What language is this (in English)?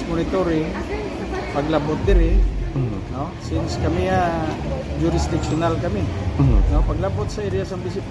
Hiligaynon